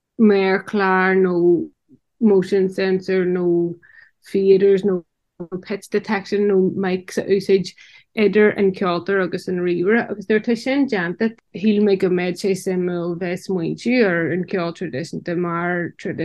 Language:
Irish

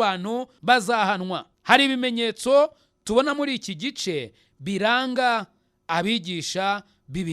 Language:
Kinyarwanda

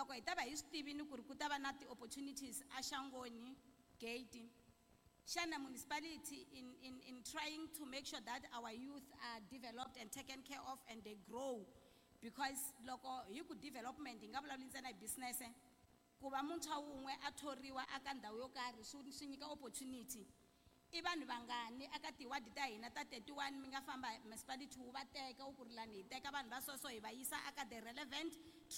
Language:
Tsonga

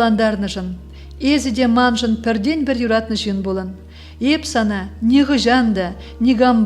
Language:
Chuvash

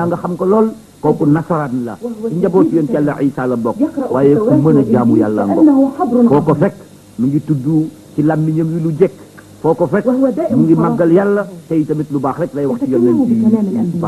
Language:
Wolof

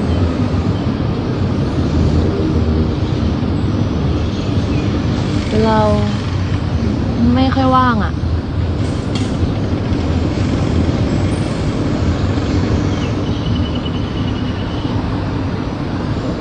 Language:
Thai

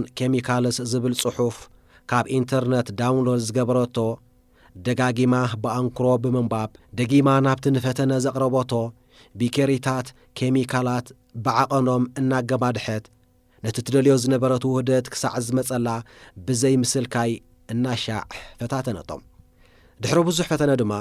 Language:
Tigrinya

